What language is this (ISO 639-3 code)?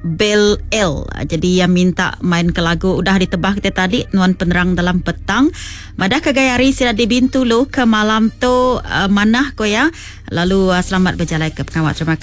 iba